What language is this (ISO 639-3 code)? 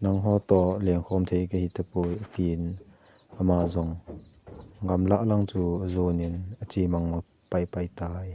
tcz